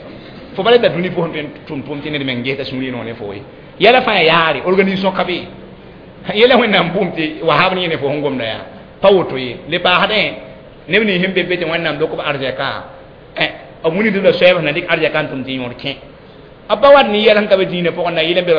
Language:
Mossi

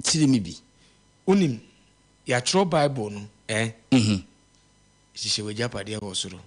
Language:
Akan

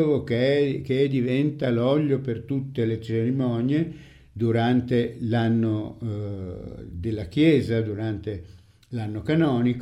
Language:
Italian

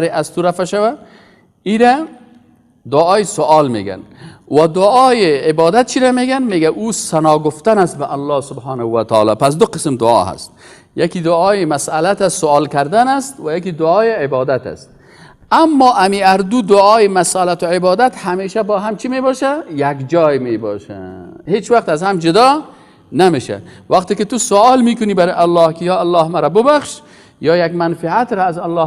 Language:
Persian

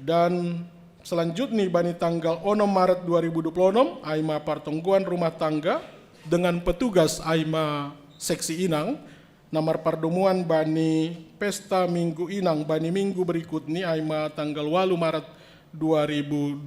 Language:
Batak Simalungun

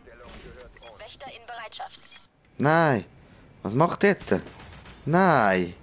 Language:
Swiss German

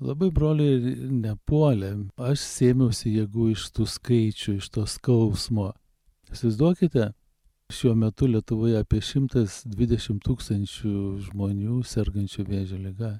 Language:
Lithuanian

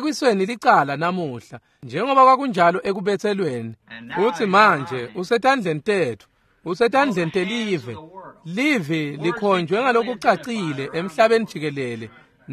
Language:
Swati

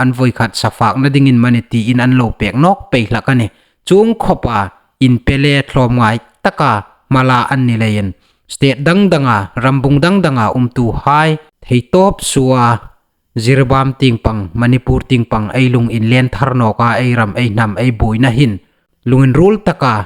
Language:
Hmar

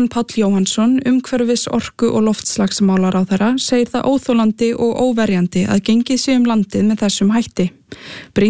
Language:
Icelandic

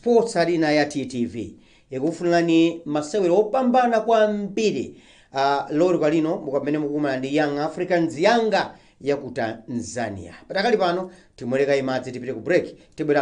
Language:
Nyanja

